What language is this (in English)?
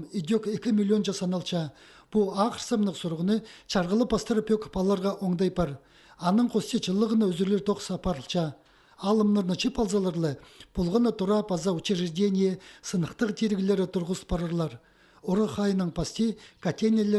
Khakas